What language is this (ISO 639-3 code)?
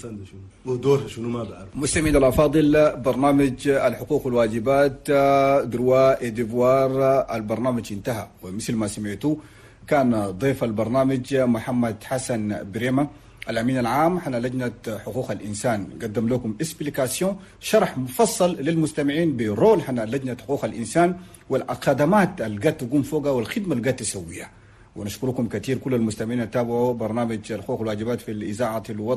shu